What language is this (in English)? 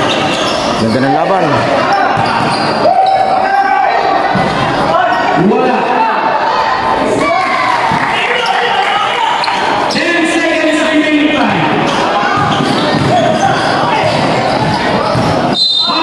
Filipino